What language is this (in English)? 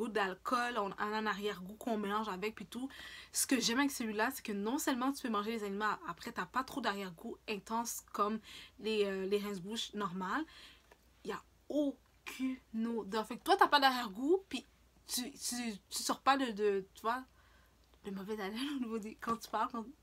French